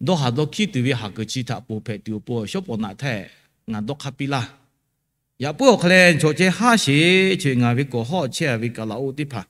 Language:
Lahu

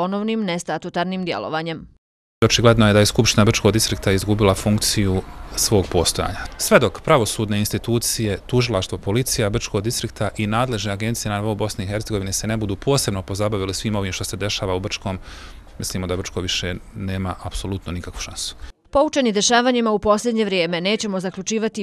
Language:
Bosnian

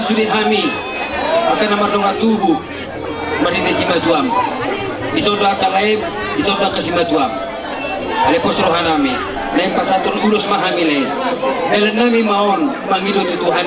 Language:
Batak Toba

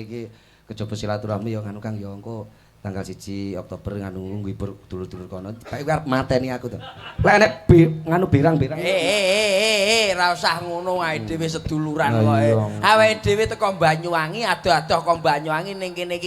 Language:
Javanese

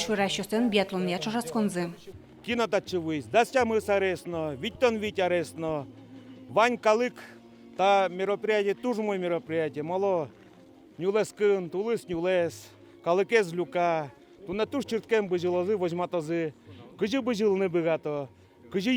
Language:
Udmurt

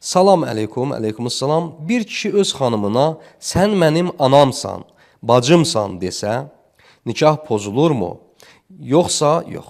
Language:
Azerbaijani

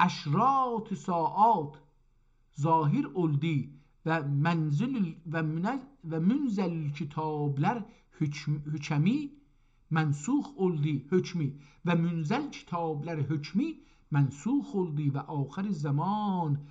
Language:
South Azerbaijani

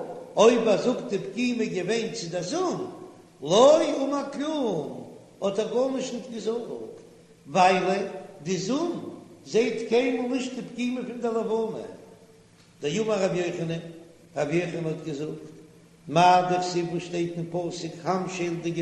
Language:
Yiddish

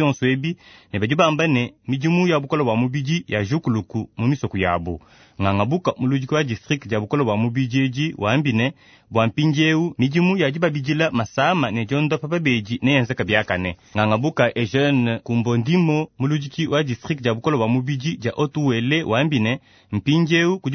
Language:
Luba-Lulua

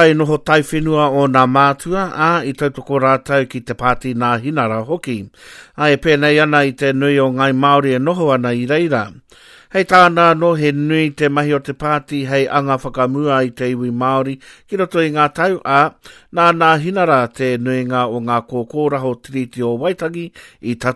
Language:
Māori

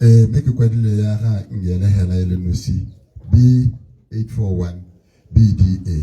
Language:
Tswana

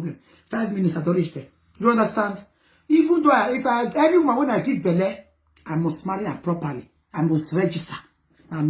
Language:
Nigerian Pidgin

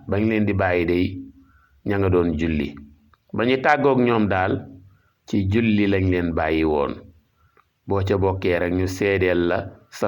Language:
Wolof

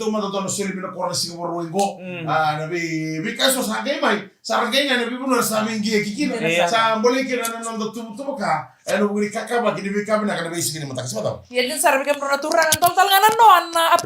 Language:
Fijian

